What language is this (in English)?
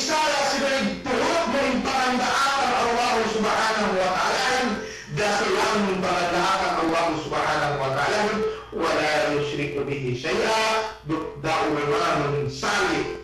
Yakan